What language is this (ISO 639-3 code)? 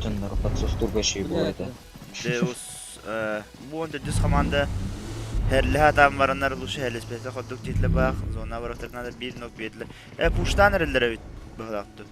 sah